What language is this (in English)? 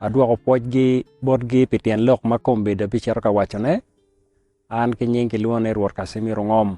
Acoli